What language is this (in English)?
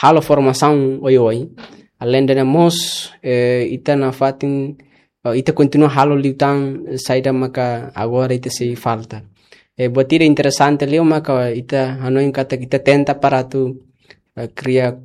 Tetum